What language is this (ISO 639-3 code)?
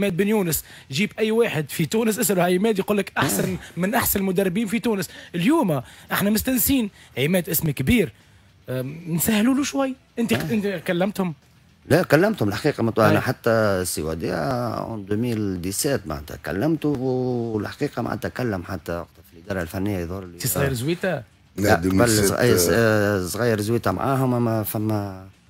aeb